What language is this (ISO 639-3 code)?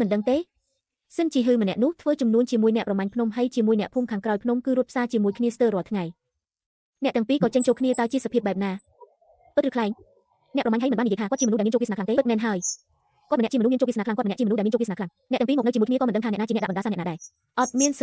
khm